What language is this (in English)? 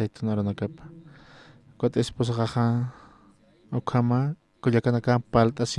Aymara